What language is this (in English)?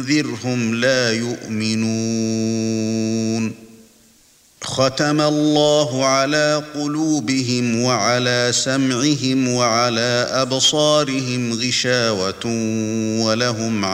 Arabic